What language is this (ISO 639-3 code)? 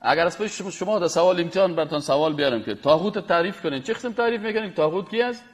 fas